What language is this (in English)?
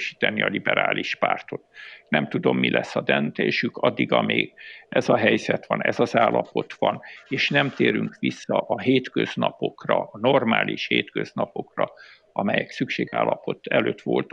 Hungarian